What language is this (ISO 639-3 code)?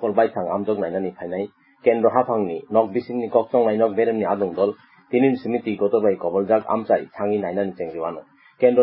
trp